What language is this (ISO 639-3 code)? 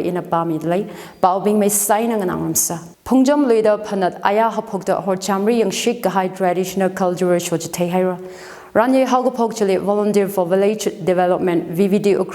nmf